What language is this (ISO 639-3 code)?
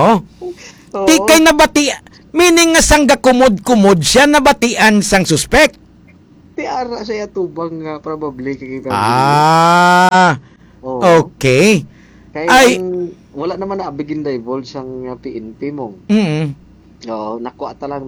hil